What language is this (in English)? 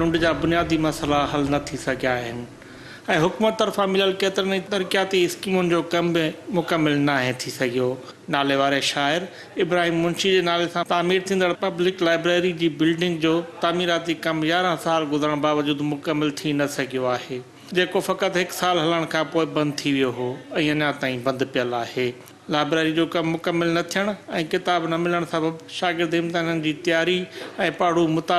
Sindhi